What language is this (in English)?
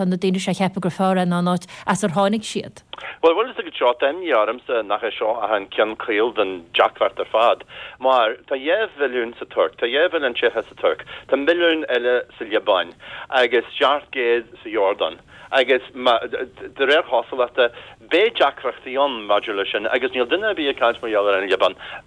Irish